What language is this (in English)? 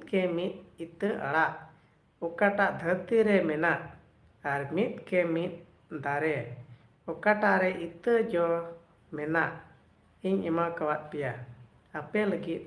Santali